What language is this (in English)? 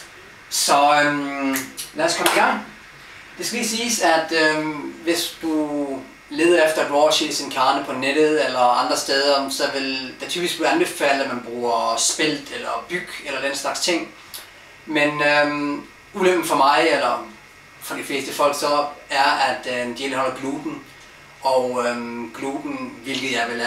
Danish